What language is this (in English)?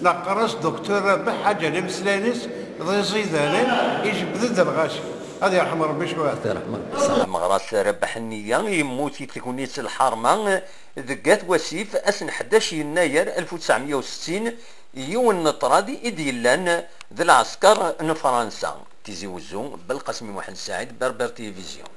Kabyle